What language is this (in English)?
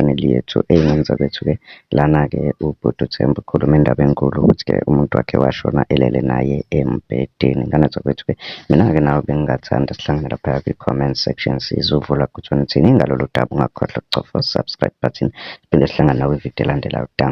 Zulu